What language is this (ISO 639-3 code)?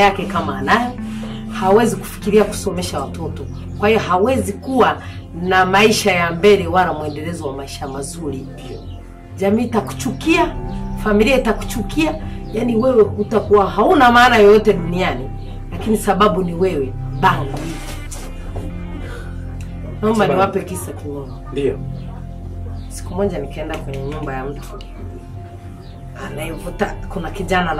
swa